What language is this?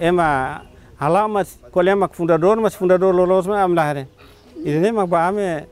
Tetum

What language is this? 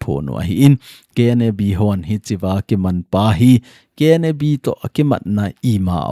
Thado Chin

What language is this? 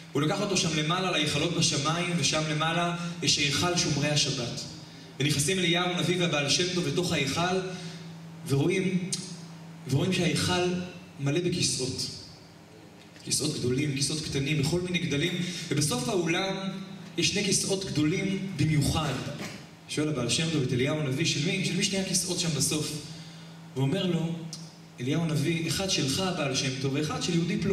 Hebrew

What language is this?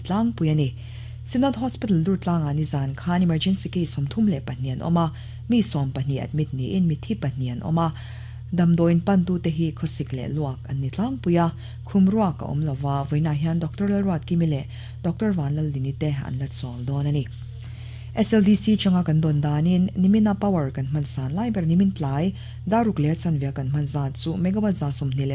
Mizo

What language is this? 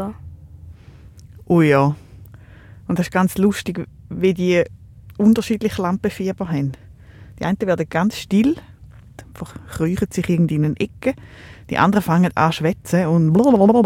German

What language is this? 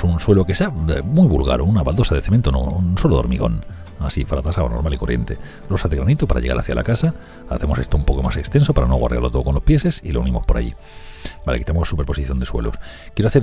Spanish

